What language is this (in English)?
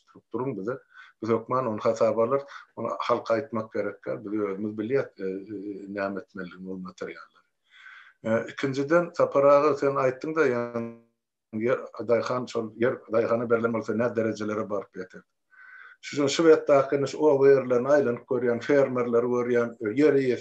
Turkmen